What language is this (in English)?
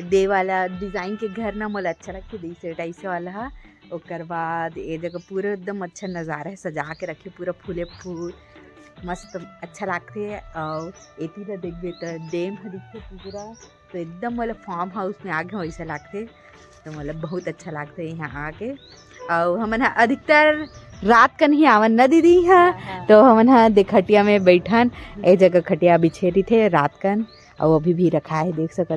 Chhattisgarhi